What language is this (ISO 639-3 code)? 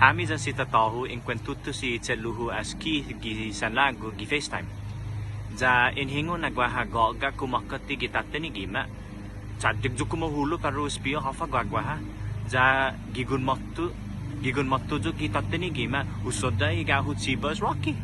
cha